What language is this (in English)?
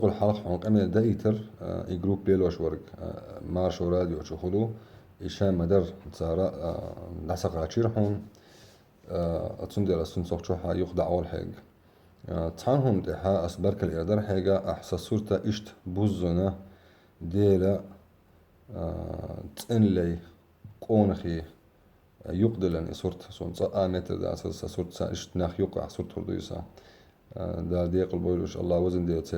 Chechen